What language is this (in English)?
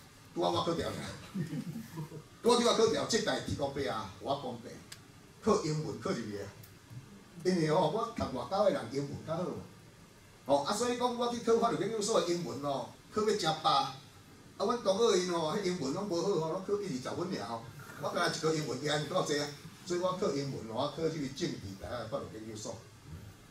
Min Nan Chinese